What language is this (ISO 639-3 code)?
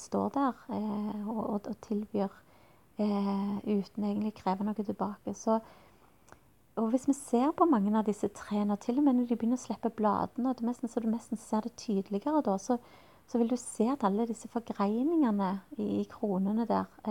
nor